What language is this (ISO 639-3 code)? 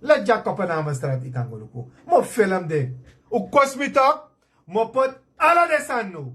srn